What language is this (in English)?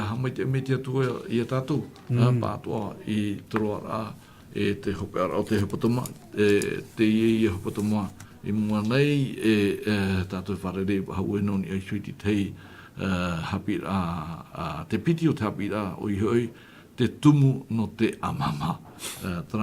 Tahitian